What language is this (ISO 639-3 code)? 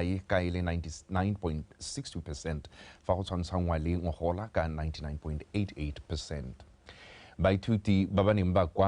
tsn